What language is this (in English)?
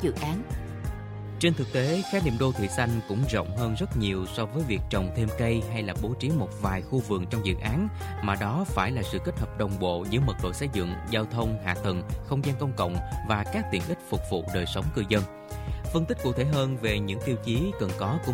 Vietnamese